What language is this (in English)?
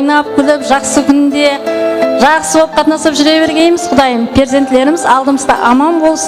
Kara-Kalpak